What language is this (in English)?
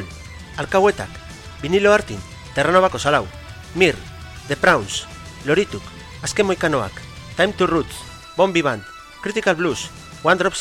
Basque